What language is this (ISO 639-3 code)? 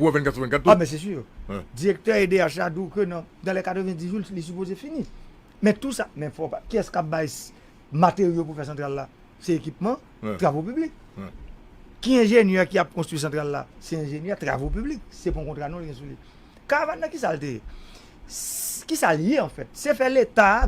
hat